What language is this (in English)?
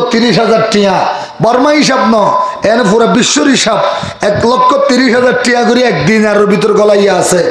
Rohingya